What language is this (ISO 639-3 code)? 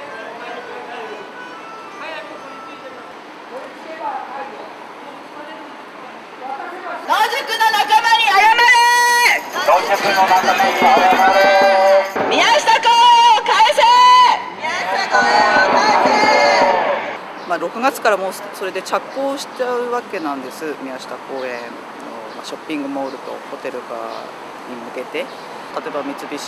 jpn